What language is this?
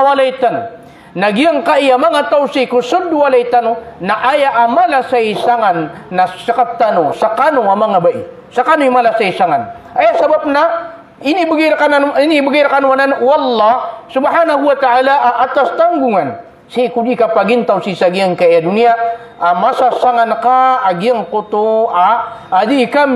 Maranao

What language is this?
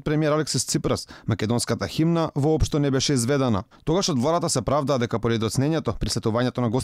Macedonian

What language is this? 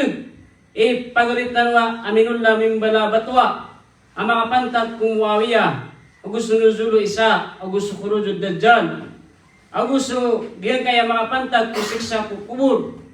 Maranao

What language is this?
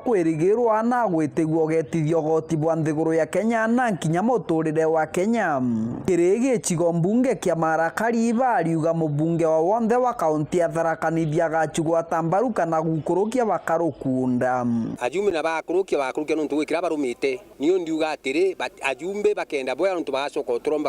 Meru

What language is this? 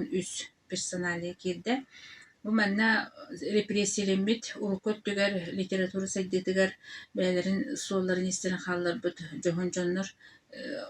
Yakut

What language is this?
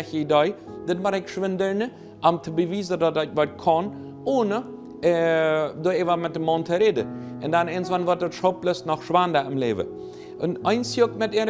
Plautdietsch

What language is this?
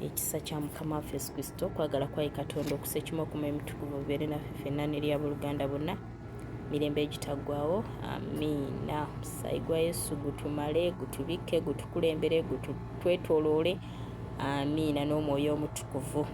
Ganda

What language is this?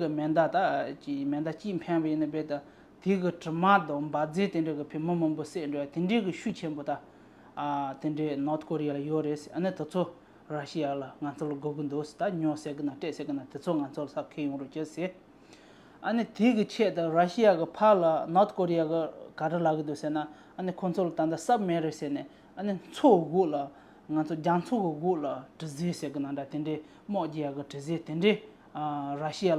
Tibetan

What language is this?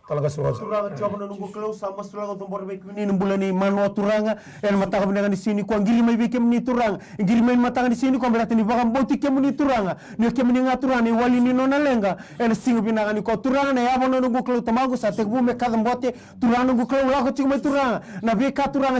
Fijian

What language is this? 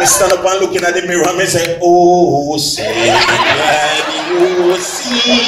Jamaican Creole English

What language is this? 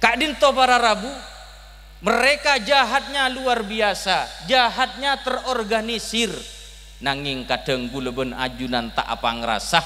Madurese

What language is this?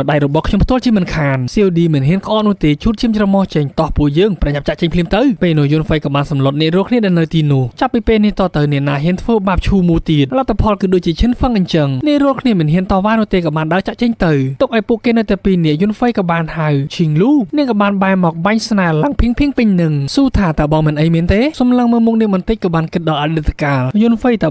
Khmer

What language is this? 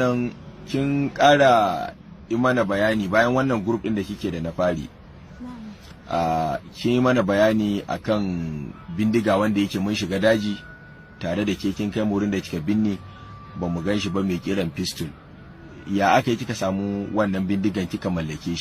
Hausa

